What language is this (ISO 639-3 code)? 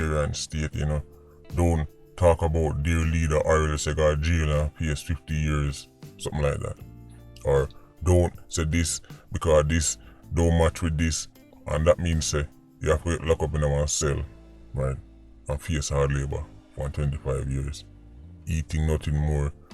jam